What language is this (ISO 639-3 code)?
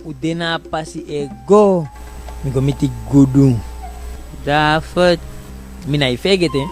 djk